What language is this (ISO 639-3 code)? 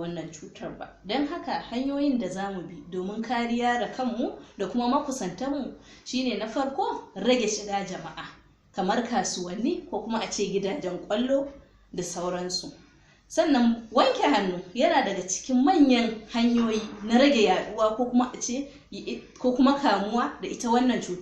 hau